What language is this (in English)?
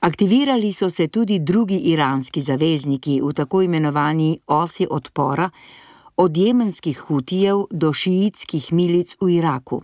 Slovenian